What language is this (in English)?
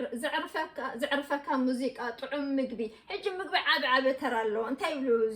Tigrinya